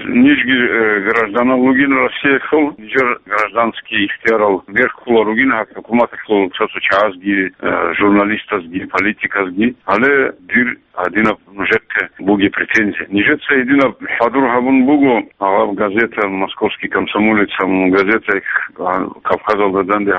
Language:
Avaric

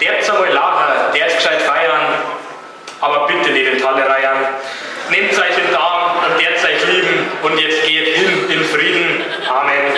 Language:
Bavarian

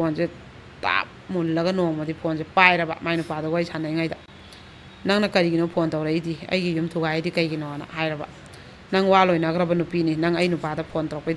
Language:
Manipuri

